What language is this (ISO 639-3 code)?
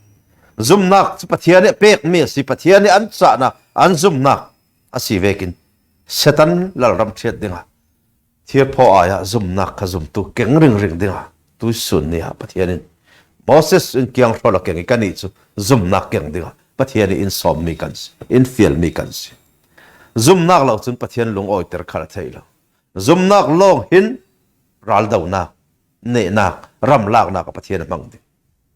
cfm